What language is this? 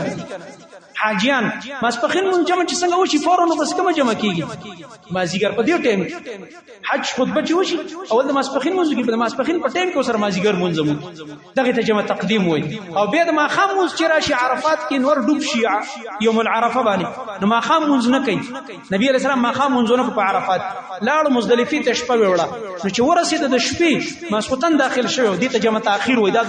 Pashto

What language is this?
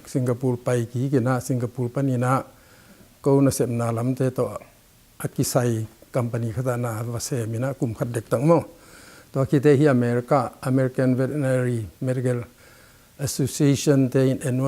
Tedim Chin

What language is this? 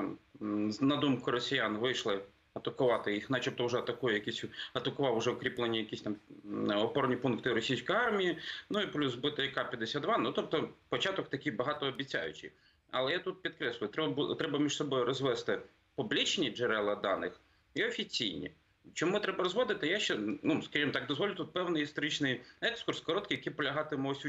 Ukrainian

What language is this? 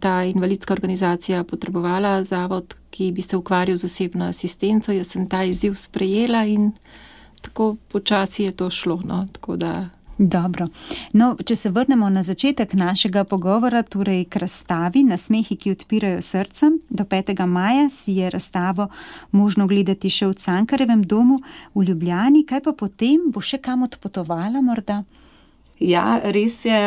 Slovenian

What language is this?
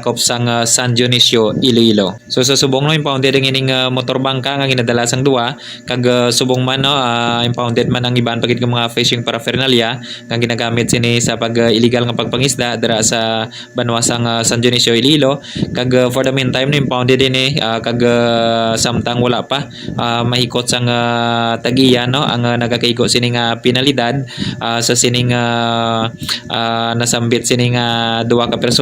Hiligaynon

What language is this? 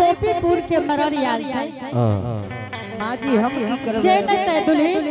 Angika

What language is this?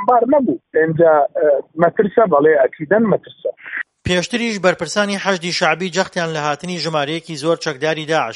Central Kurdish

